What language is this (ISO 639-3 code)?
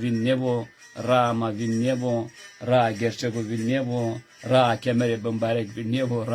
zza